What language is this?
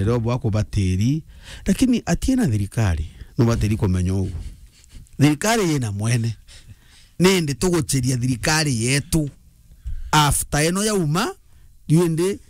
Meru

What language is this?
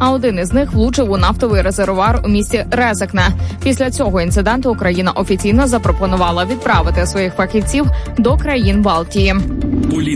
Ukrainian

